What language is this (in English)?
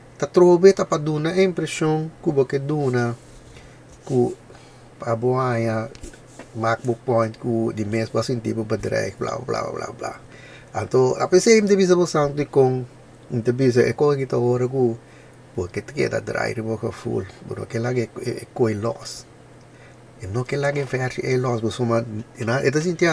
Papiamento